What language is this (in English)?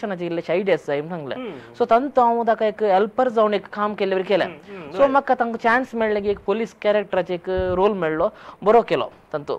Konkani